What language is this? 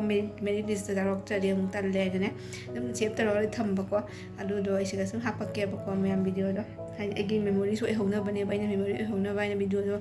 Manipuri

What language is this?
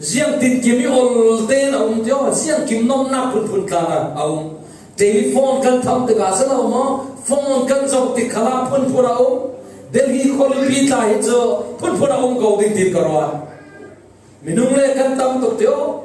Falam Chin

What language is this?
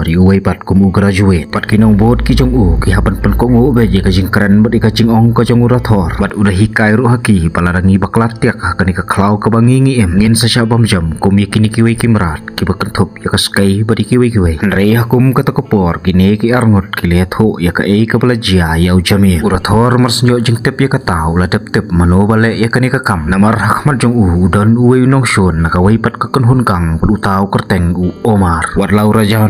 Khasi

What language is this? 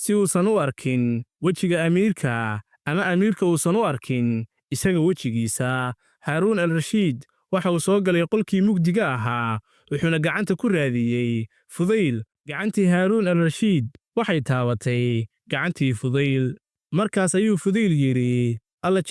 Somali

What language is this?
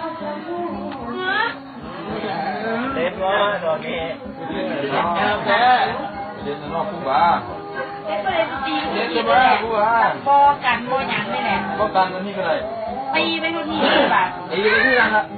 Lao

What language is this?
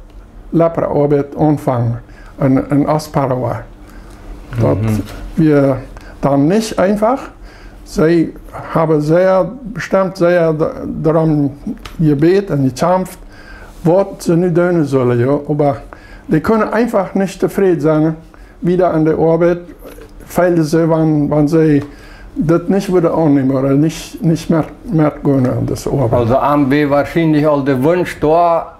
Plautdietsch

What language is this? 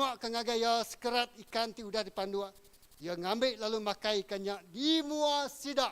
Iban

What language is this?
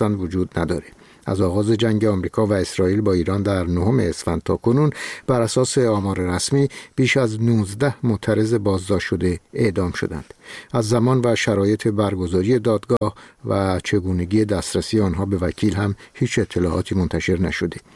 Persian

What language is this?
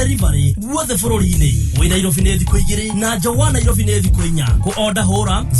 Kikuyu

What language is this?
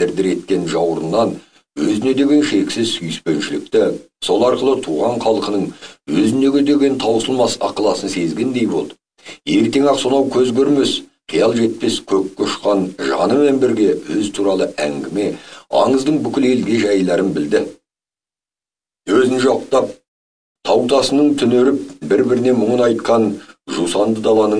Kazakh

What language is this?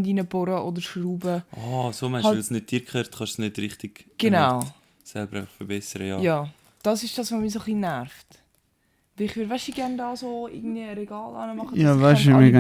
Swiss German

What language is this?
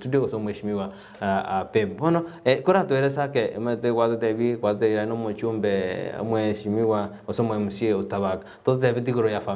Gusii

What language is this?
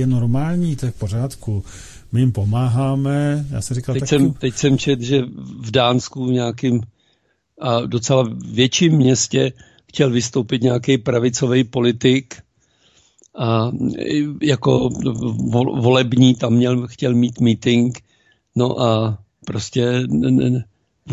Czech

